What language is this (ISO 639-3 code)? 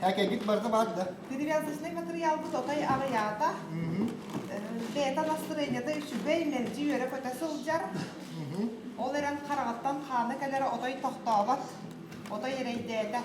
sah